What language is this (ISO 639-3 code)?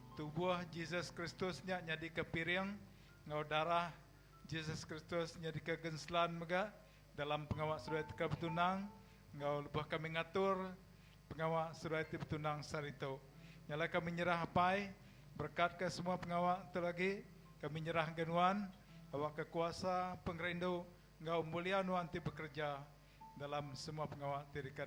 iba